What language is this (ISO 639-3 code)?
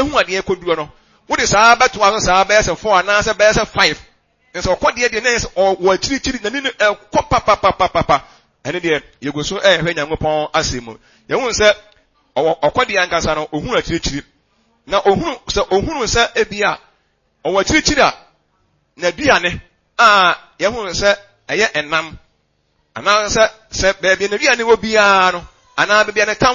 aka